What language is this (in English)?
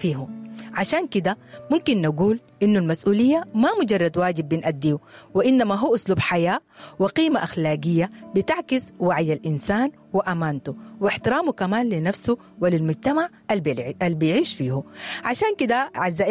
Sudanese Arabic